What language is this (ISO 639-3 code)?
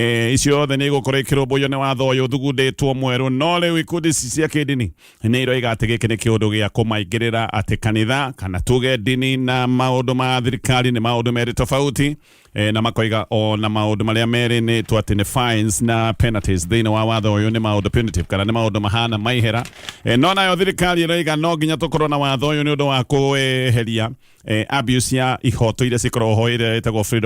kik